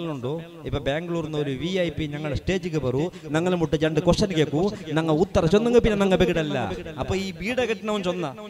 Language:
Malayalam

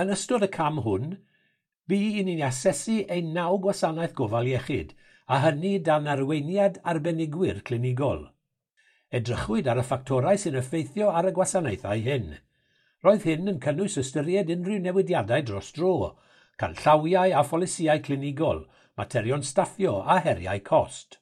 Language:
Welsh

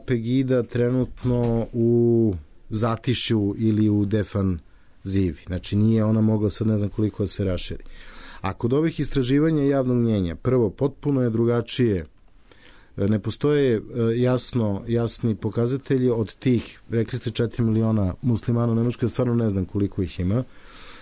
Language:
Serbian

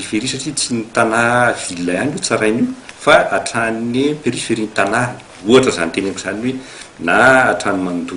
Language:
Malagasy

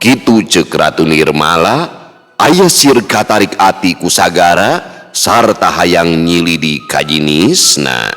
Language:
Sundanese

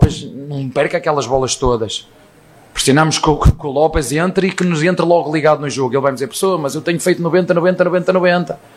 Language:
Portuguese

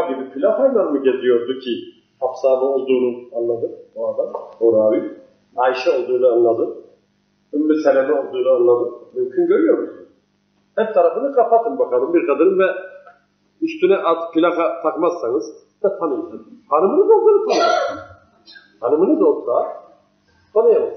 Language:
Turkish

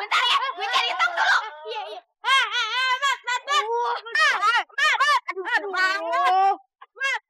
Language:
Betawi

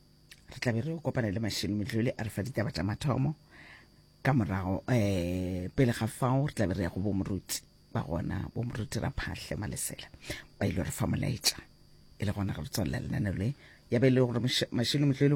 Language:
Northern Sotho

